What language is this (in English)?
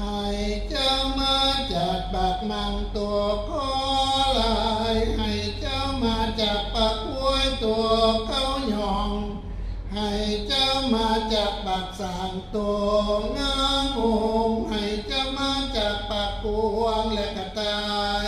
Northeastern Thai